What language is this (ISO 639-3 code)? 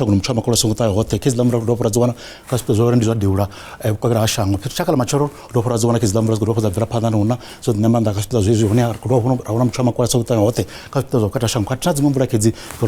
ven